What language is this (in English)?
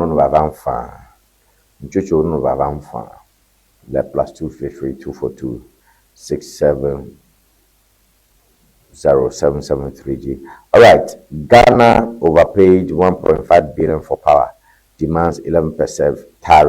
Ewe